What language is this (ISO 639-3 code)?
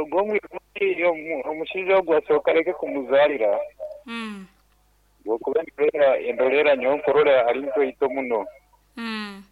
nyn